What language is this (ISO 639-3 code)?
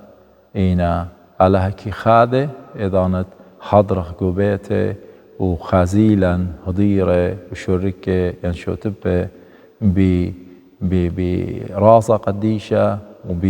aii